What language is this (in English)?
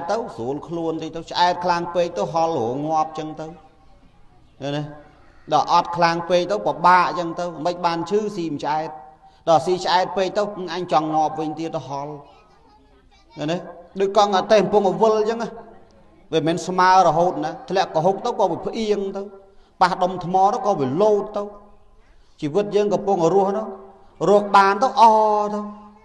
Khmer